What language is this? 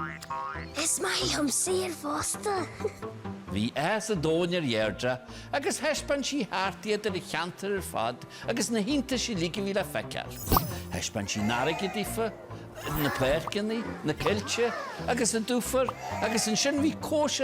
Irish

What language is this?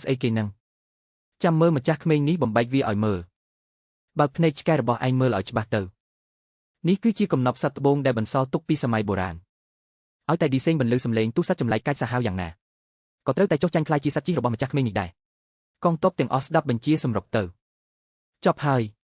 Khmer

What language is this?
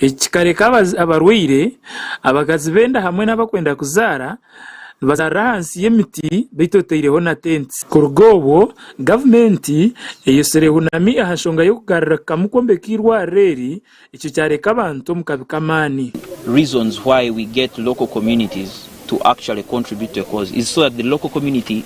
Nyankole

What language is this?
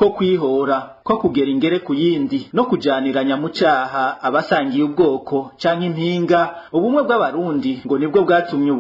Rundi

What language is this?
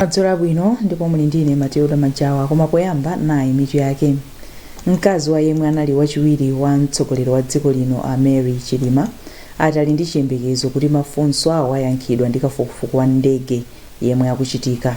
Nyanja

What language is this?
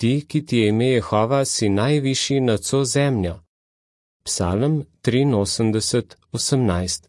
Slovenian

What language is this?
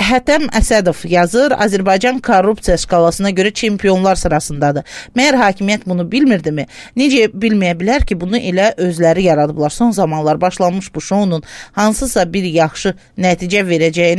Azerbaijani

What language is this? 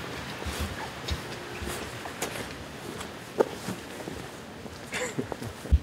Norwegian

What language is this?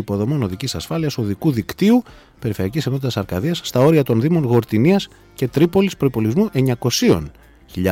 Greek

